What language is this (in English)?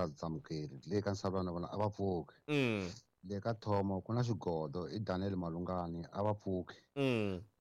Tsonga